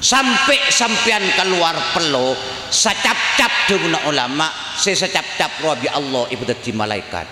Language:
Madurese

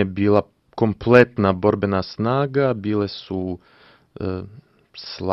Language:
Croatian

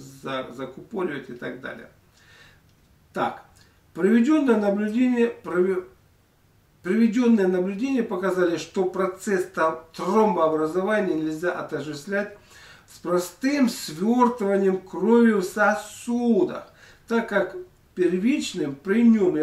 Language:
Russian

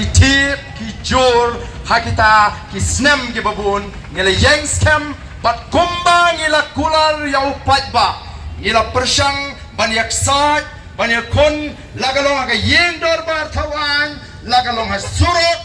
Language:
Khasi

